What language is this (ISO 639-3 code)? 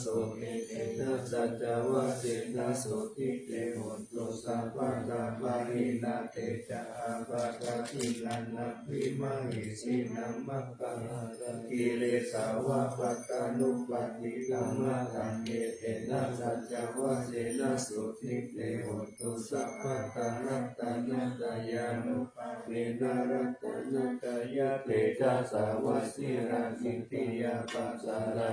pli